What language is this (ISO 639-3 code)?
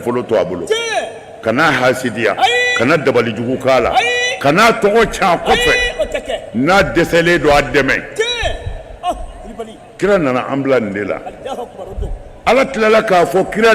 bam